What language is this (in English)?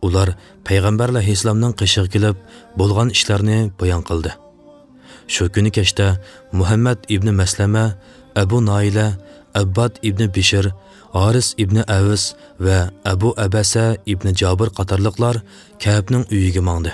Uyghur